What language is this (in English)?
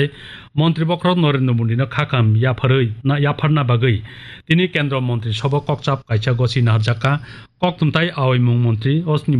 Kok Borok